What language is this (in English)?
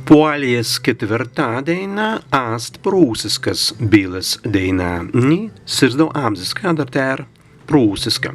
Prussian